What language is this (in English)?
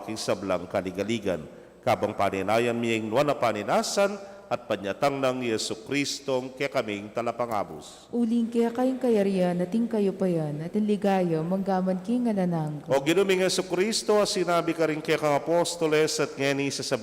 Pampanga